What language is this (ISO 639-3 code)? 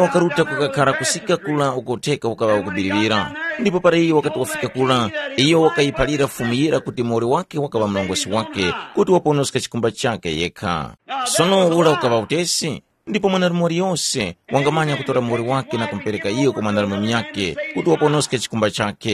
tum